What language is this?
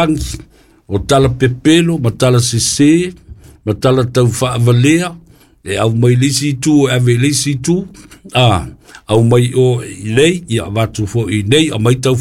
Samoan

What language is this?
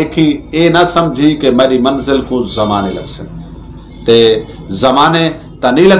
Saraiki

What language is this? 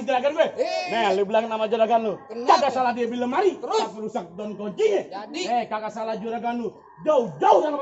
Betawi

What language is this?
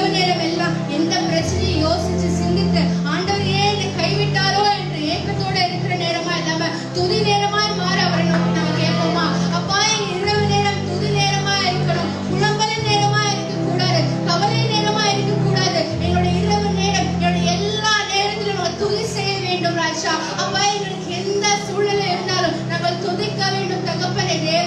Tamil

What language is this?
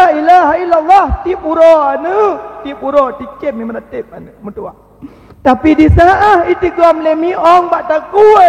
Achinese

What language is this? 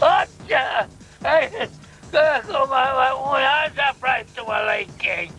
Chuvash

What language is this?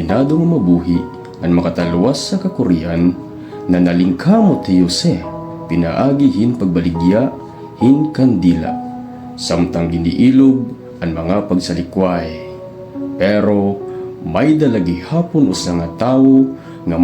Waray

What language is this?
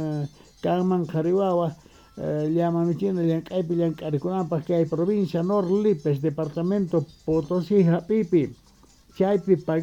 Quechua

